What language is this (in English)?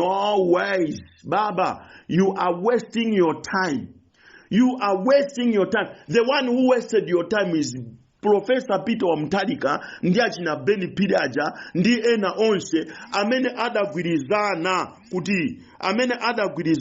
Nyanja